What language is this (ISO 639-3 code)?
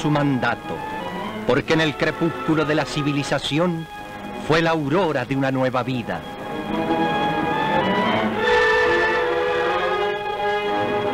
spa